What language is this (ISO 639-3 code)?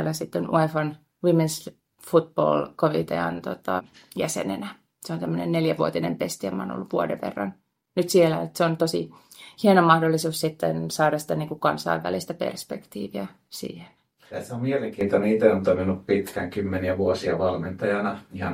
fin